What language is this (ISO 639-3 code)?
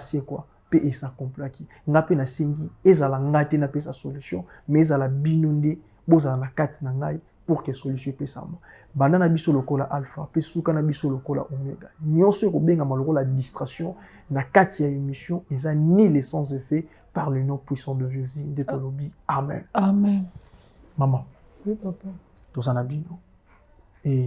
lin